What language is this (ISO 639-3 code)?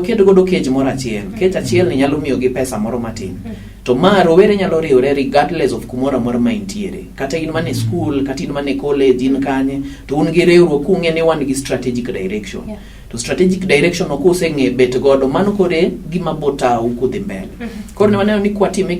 luo